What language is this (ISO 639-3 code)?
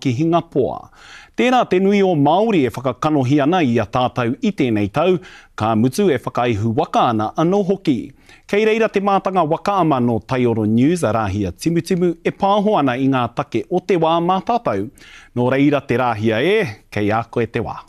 mri